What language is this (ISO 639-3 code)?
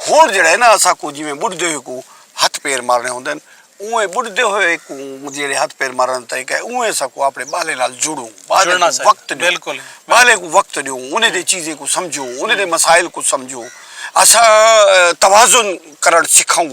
skr